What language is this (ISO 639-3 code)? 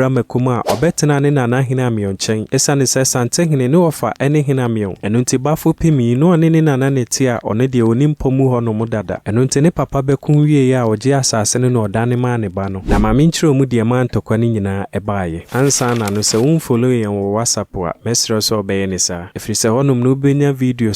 aka